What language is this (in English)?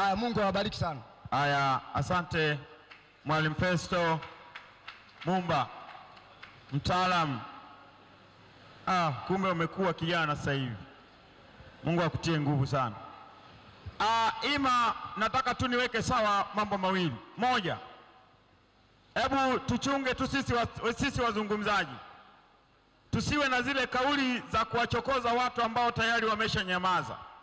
Swahili